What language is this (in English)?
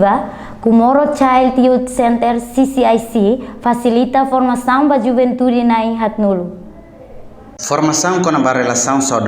Tetum